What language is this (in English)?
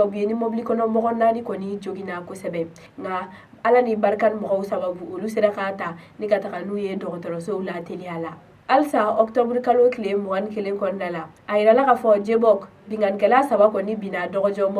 Bambara